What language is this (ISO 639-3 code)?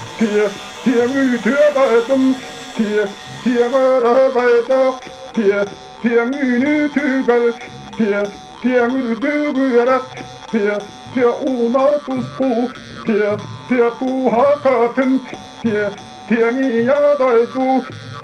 sah